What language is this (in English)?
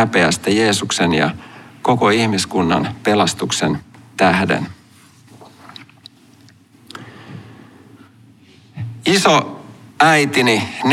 Finnish